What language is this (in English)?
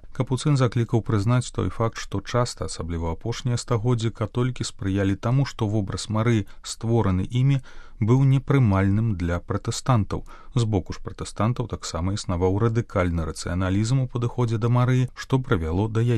Belarusian